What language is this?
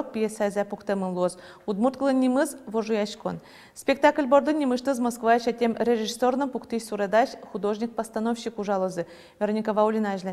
Udmurt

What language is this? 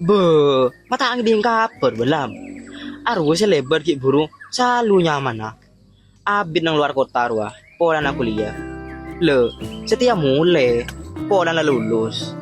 Madurese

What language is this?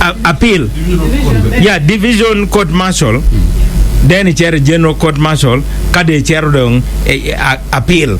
Acoli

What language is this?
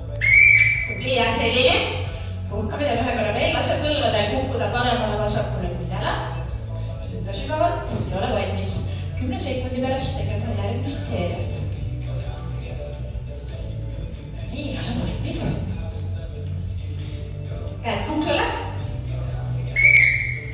Estonian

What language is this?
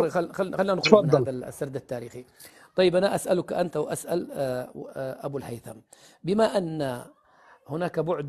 Arabic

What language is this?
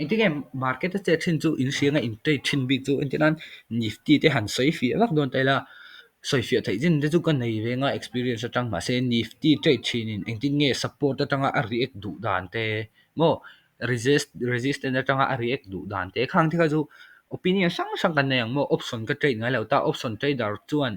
Mizo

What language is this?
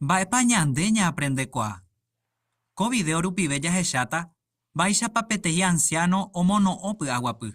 Guarani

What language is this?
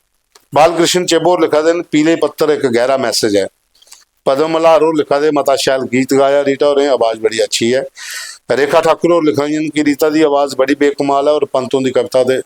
Dogri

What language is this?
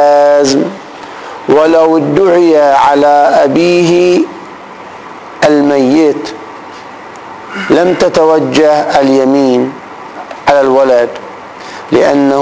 Arabic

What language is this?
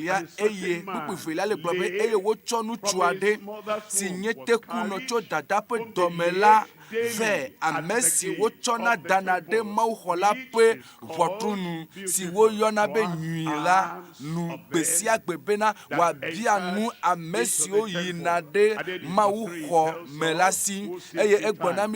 Ewe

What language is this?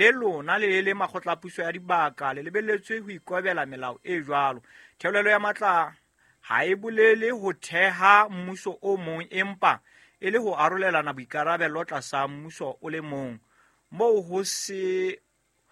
Southern Sotho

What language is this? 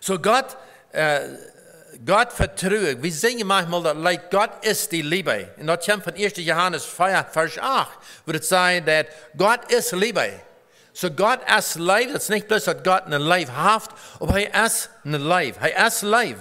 Plautdietsch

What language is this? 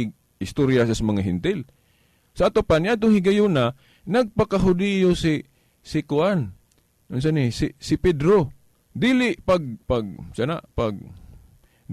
Cebuano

